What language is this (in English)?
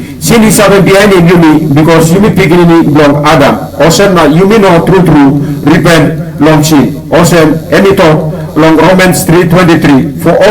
Tok Pisin